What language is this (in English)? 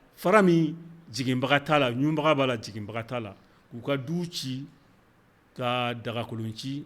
Bambara